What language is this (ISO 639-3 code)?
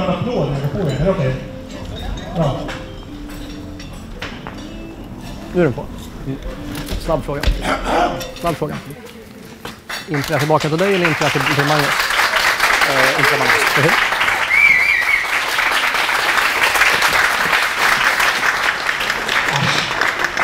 swe